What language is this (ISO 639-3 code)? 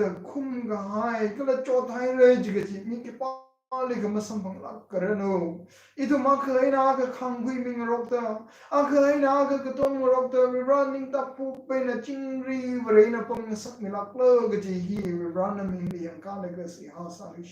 nmf